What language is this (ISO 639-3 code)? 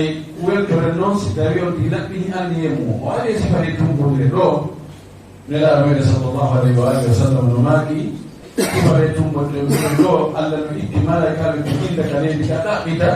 ful